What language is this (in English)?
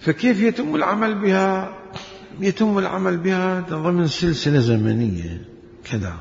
Mesopotamian Arabic